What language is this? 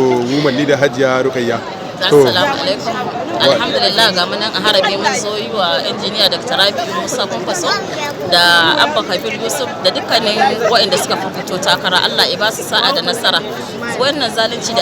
Hausa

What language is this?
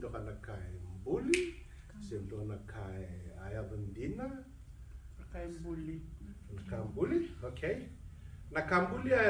Fijian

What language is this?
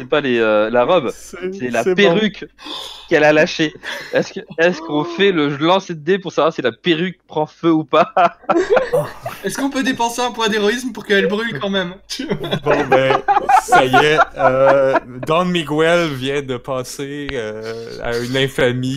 French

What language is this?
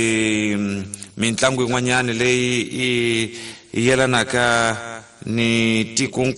Tsonga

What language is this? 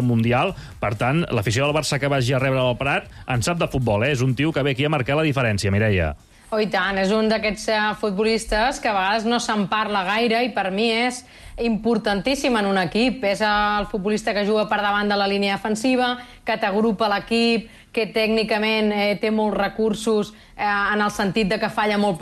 Catalan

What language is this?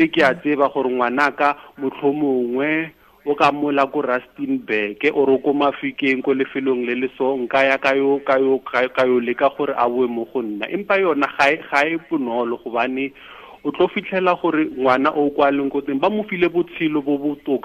Tswana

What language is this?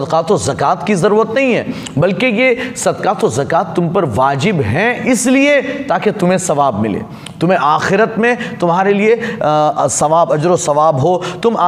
Urdu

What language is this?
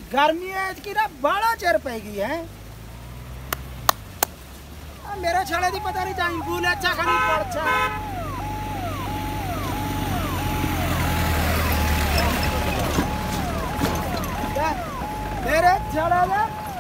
Punjabi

